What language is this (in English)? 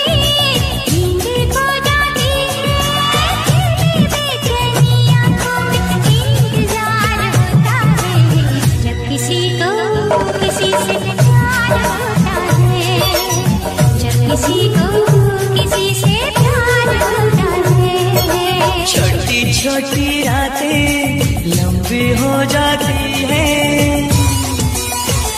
Hindi